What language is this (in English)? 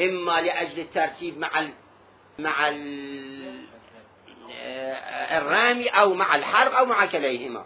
Mesopotamian Arabic